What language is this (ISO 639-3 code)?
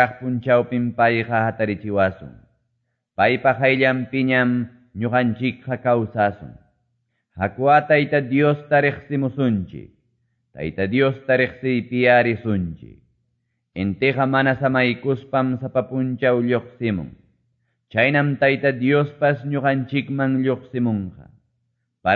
que